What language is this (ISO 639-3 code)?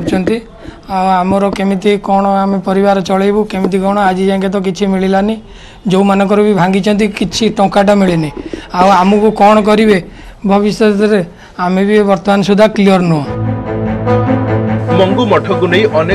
ori